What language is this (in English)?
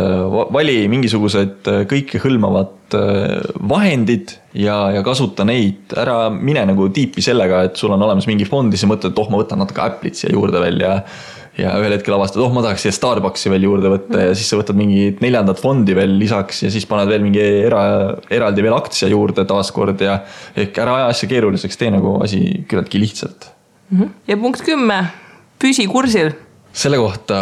Estonian